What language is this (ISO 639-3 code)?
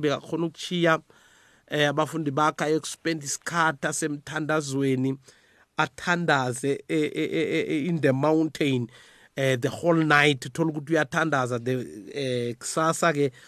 nbl